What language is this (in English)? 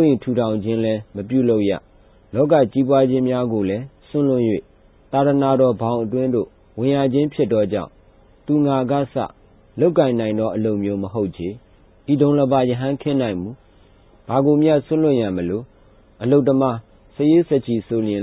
Burmese